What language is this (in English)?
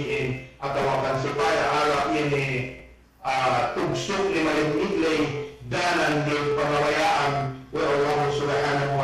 Yakan